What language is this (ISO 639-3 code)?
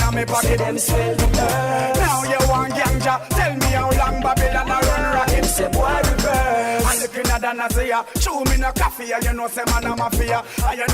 jam